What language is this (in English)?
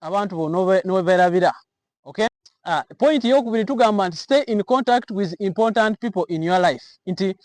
Ganda